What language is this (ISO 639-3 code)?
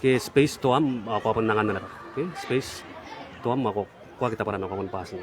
gil